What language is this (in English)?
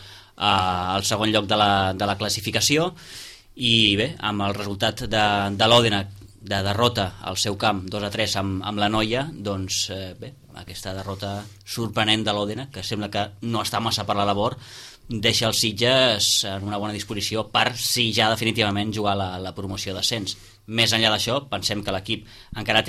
Catalan